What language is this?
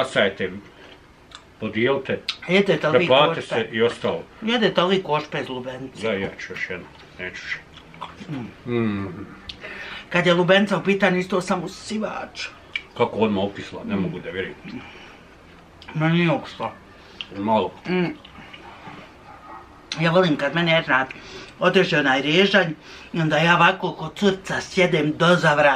Bosnian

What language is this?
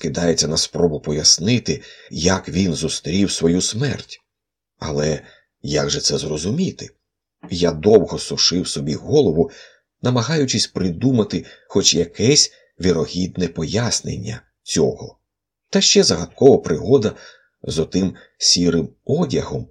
Ukrainian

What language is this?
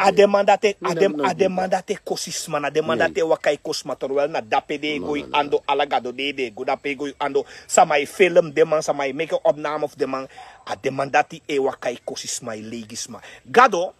Sranan Tongo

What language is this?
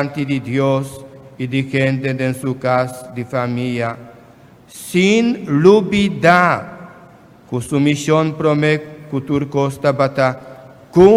Papiamento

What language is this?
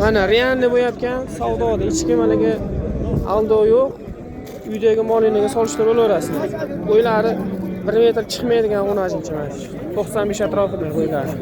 Uzbek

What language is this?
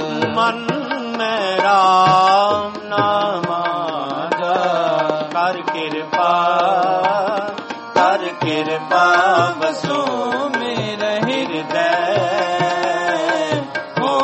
Punjabi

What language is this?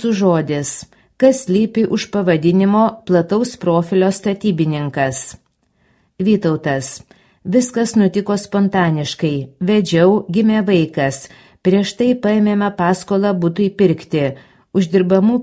Lithuanian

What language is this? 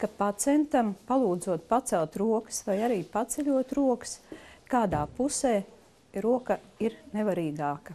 Latvian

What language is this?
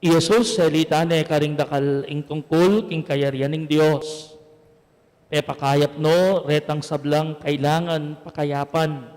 Pampanga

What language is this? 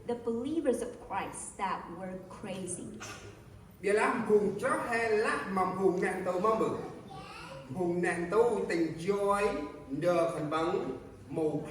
Central Mnong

